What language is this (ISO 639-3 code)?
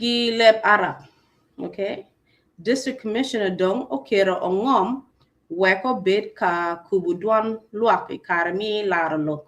ach